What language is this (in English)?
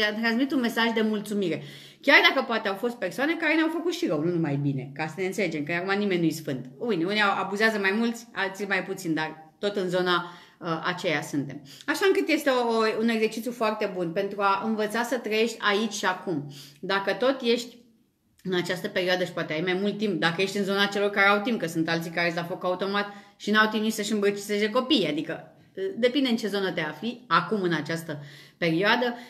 Romanian